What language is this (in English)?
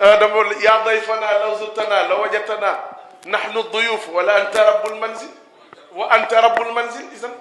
Wolof